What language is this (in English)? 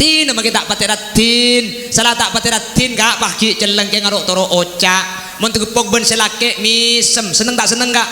Madurese